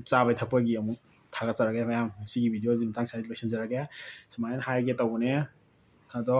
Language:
Manipuri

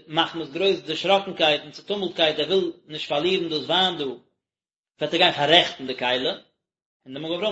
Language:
Yiddish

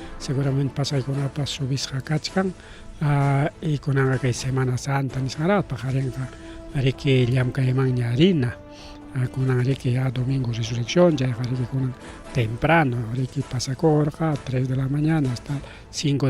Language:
Ayacucho Quechua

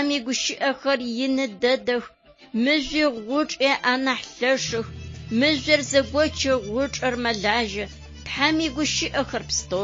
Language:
Adyghe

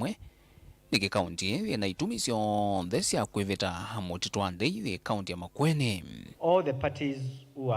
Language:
Kamba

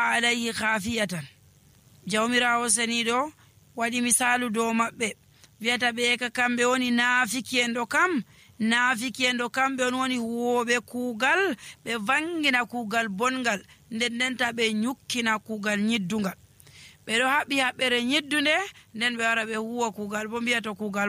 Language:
Nigerian Fulfulde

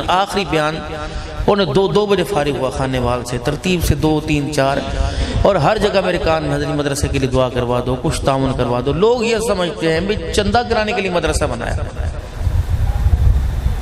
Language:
Urdu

